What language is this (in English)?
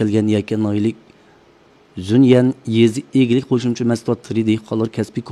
Uyghur